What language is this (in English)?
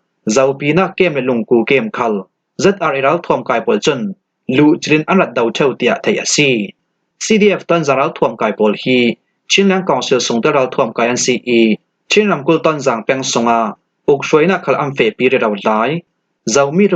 Falam Chin